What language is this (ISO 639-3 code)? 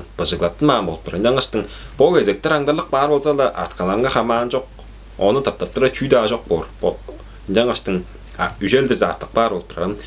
tyv